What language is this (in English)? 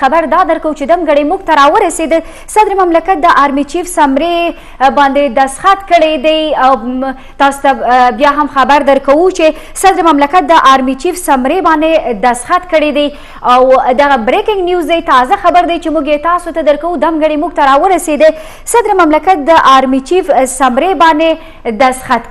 Pashto